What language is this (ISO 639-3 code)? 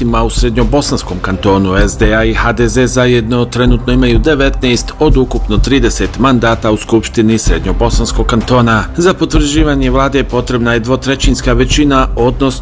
bos